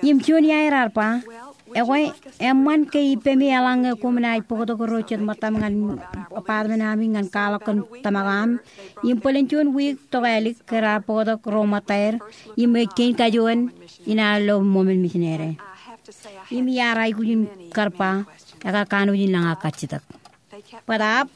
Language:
Marshallese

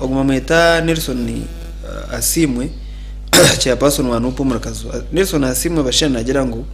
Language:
Nyankole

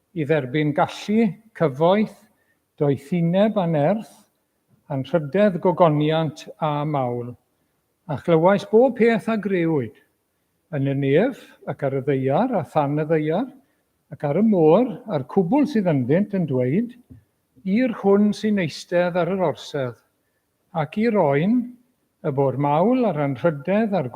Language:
Welsh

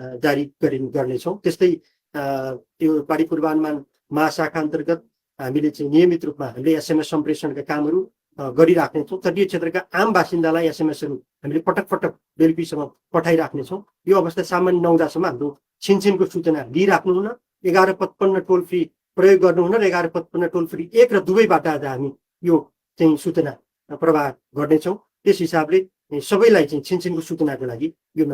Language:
Nepali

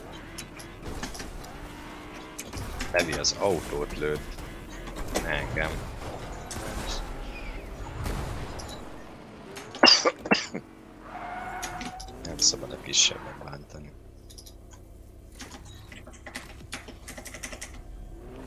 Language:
Hungarian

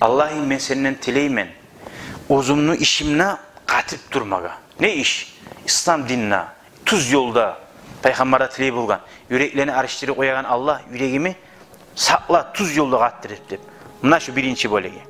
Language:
Kumyk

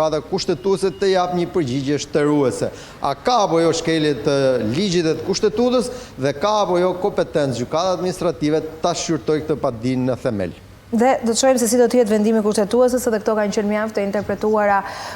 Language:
Albanian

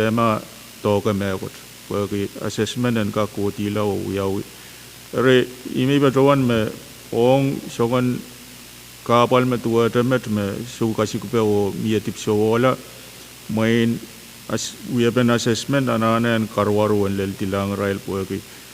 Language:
Pohnpeian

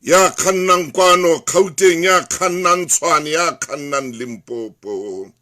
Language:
Southern Sotho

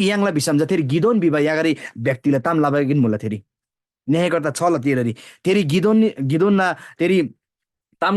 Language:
Eastern Tamang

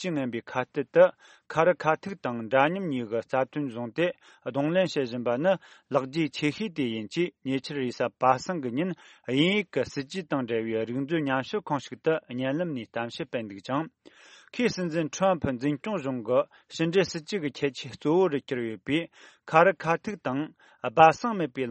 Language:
Tibetan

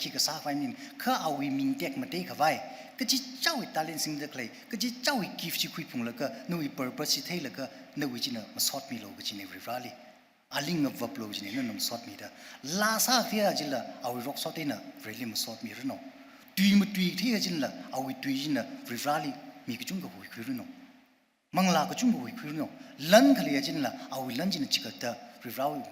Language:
Tangkhul Naga (India)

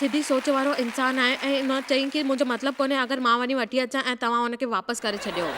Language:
Sindhi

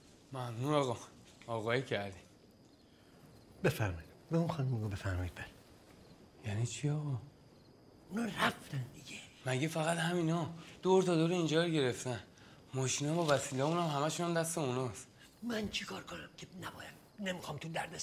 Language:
Persian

